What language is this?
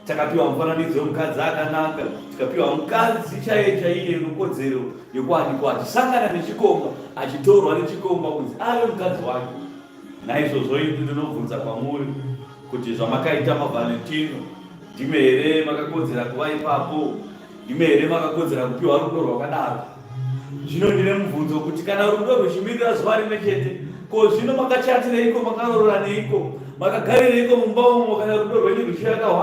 Shona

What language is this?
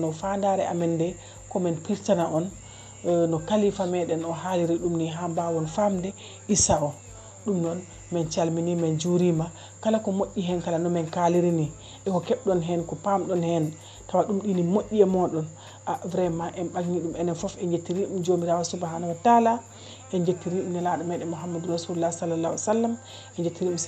Fula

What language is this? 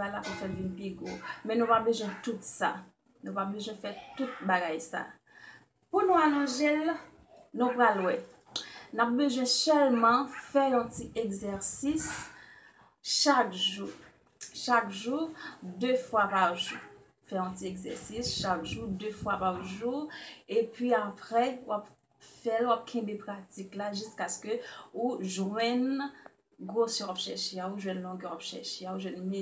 Haitian Creole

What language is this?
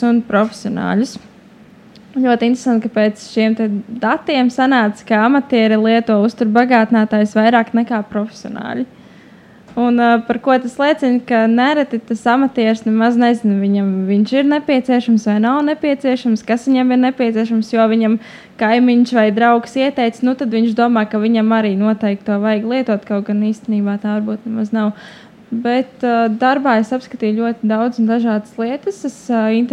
Latvian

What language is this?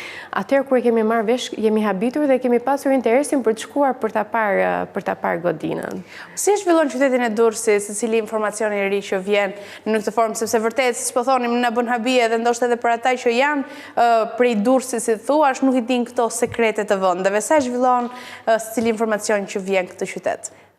Albanian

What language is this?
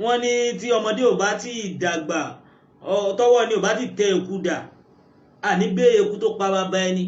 Yoruba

